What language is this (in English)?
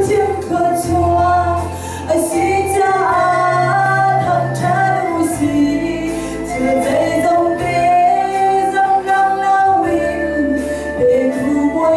Hakha Chin